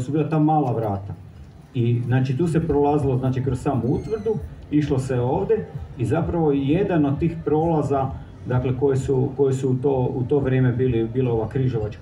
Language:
Croatian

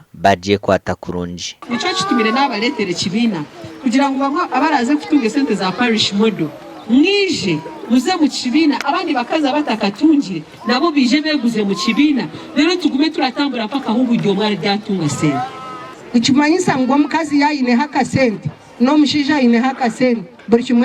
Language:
Nyankole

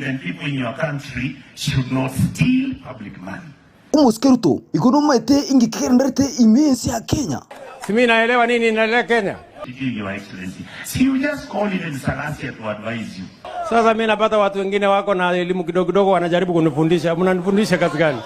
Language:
Gusii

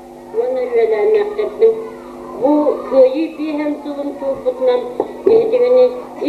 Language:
Yakut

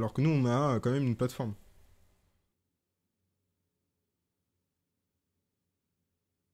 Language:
French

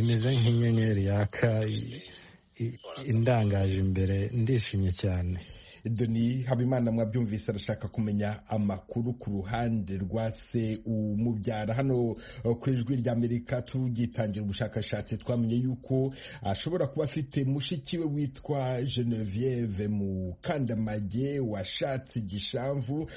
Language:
Kinyarwanda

